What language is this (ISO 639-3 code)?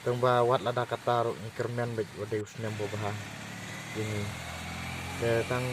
kha